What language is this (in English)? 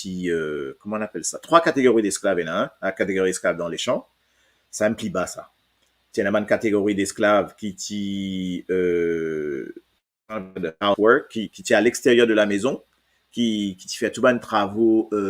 Morisyen